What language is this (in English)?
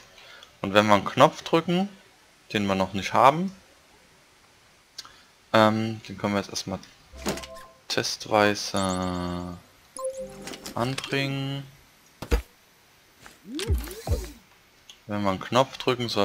German